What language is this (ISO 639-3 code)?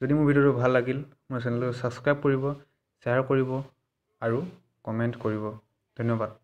asm